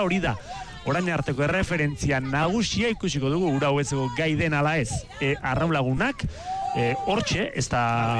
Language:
Basque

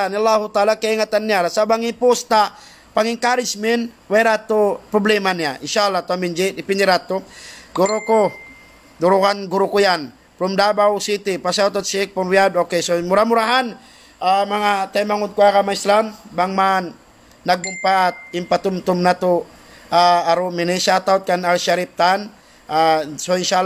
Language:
Tausug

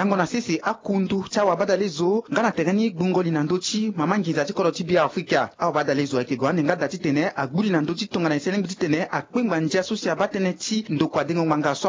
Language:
Sango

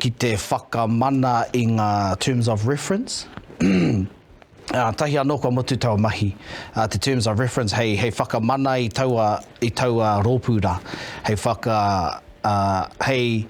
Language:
Māori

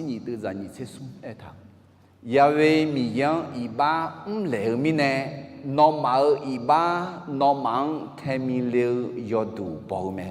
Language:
Akha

